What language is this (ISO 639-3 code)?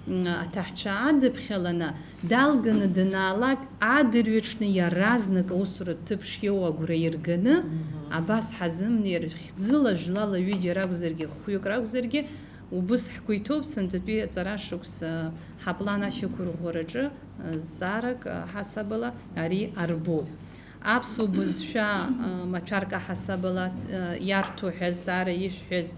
abk